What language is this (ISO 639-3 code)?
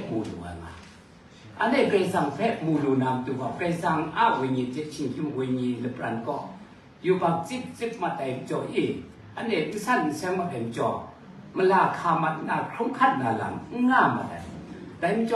kac